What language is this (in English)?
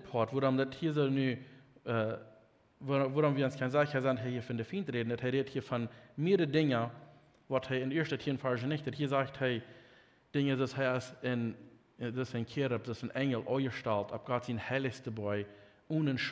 Plautdietsch